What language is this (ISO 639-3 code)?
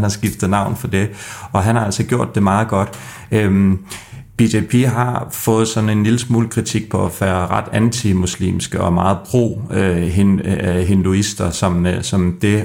dan